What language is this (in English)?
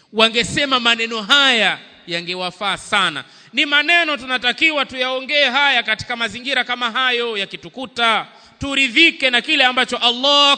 Swahili